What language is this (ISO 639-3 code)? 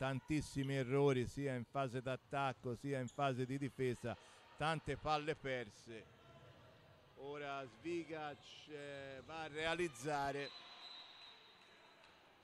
ita